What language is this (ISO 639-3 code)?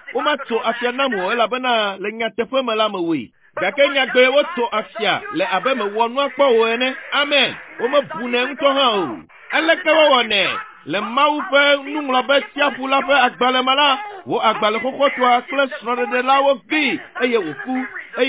ewe